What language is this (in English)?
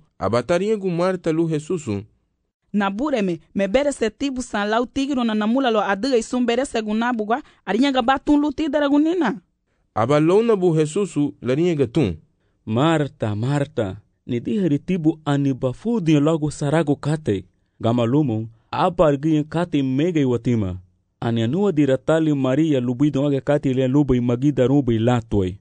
Garifuna